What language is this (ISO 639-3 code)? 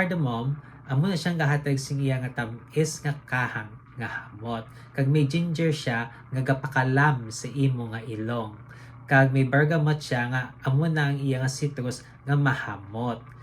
hil